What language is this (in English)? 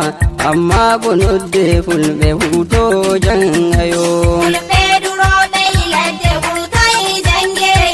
Nigerian Fulfulde